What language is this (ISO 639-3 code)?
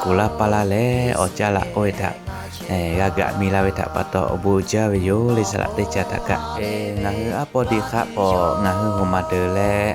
lhu